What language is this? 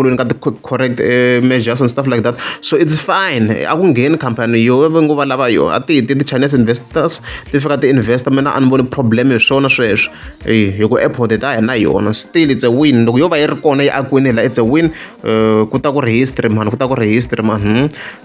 Tsonga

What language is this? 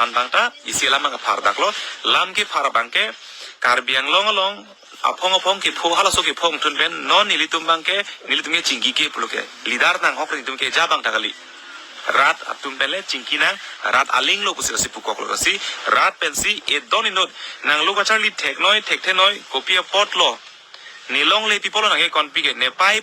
Karbi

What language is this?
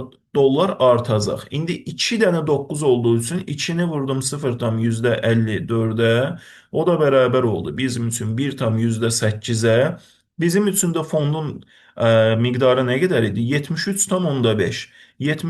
Azerbaijani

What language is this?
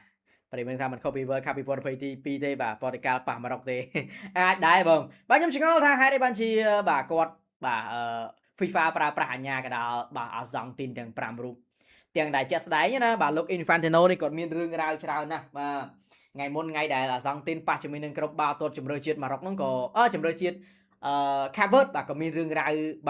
Khmer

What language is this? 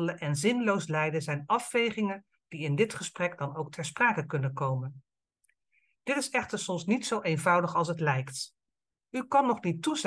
Dutch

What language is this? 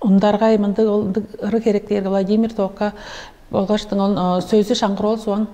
Tuvinian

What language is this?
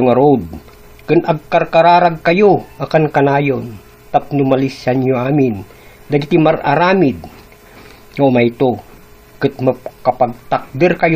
Iloko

